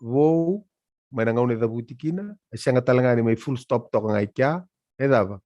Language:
Fijian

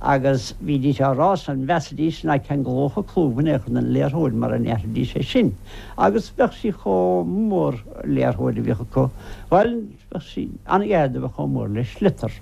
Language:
Irish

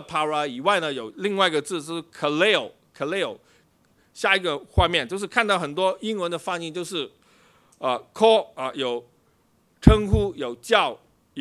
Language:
Chinese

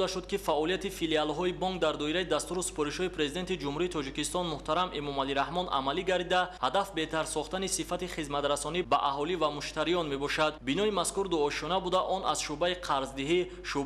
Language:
Tajik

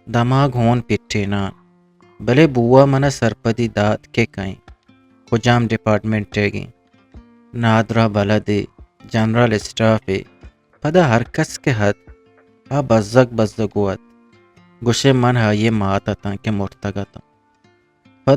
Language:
Eastern Balochi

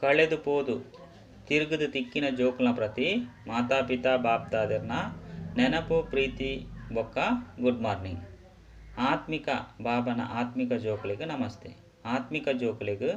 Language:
Tulu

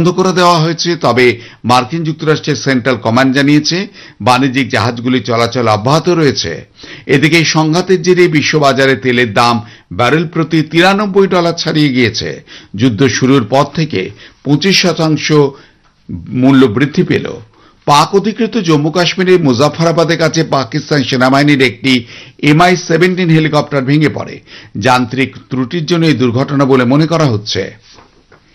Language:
Bangla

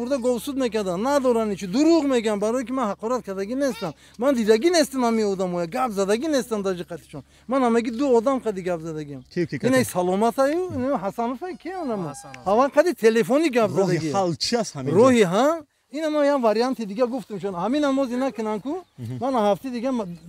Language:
Tajik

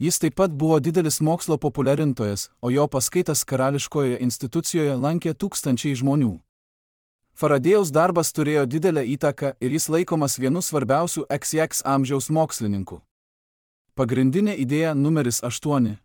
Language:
Lithuanian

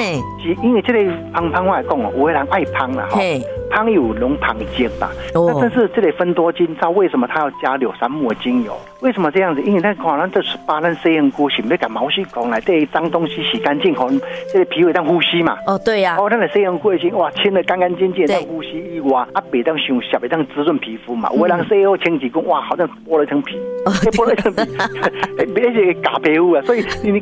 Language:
Min Nan Chinese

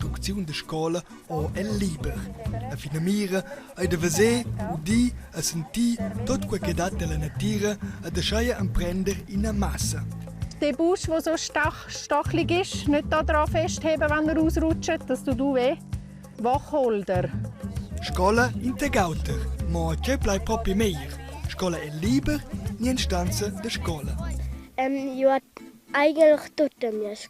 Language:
Romansh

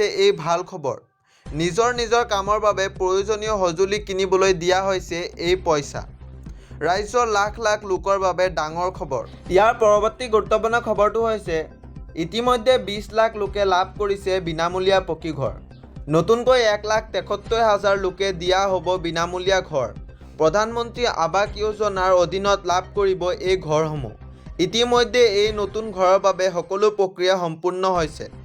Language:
Assamese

